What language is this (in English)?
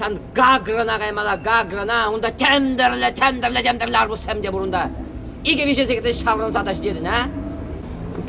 Chuvash